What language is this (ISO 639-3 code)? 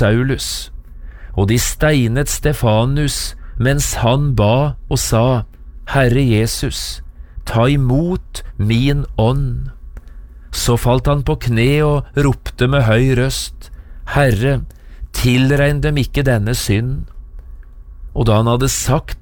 nor